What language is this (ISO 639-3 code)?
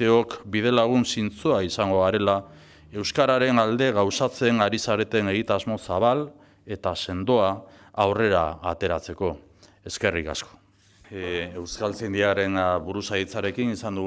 eus